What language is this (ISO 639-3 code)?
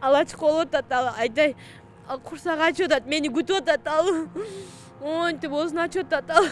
kir